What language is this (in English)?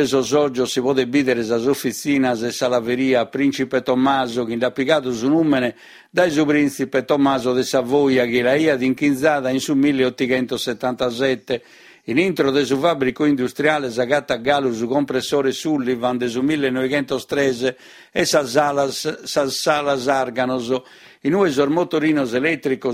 Sardinian